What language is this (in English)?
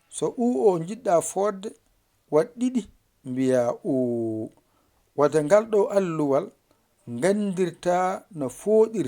Fula